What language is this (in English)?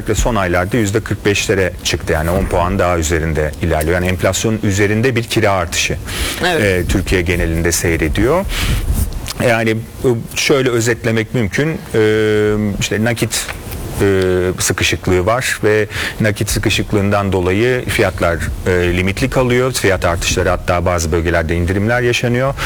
Turkish